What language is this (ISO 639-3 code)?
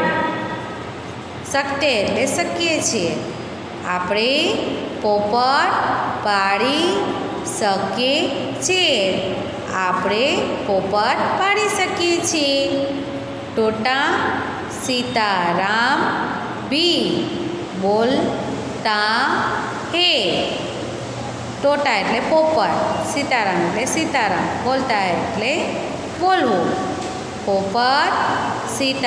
guj